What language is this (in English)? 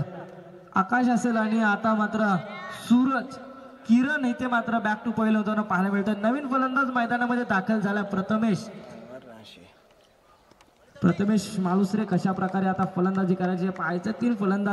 Marathi